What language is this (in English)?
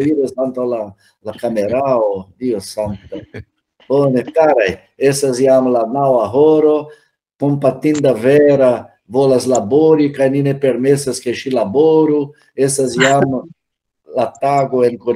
Esperanto